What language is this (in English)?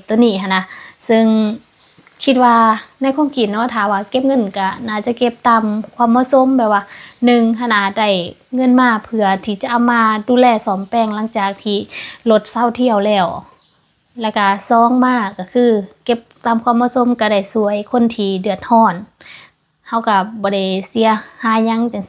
Lao